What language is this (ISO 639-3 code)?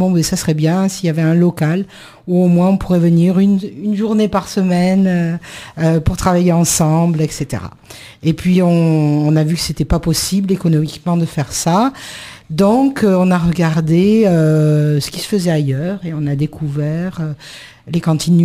fra